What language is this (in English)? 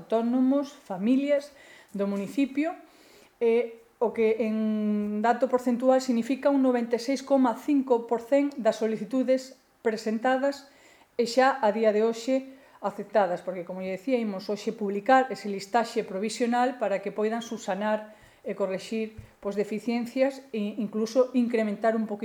Galician